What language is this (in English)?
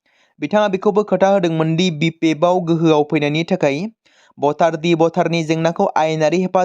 Bodo